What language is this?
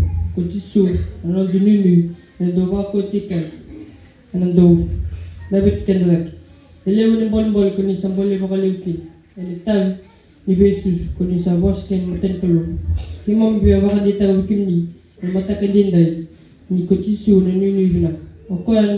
Fijian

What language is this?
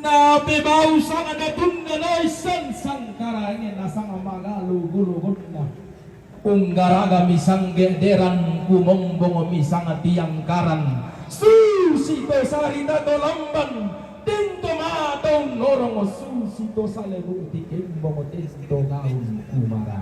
Toraja-Sa'dan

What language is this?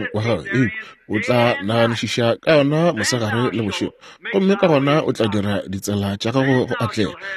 Northern Sotho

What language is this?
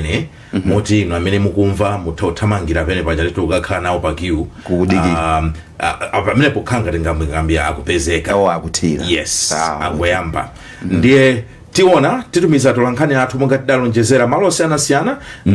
Nyanja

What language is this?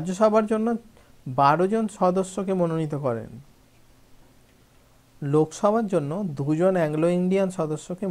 Bangla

